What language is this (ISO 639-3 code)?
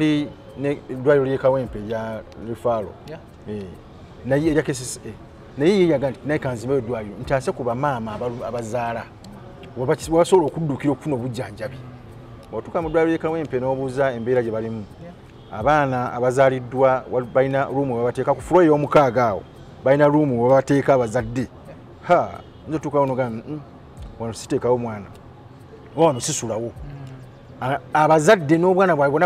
lug